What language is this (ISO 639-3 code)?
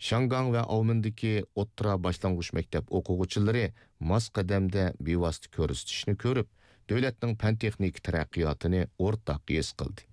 uig